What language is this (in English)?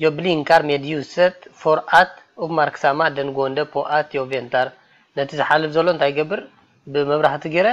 Tigrinya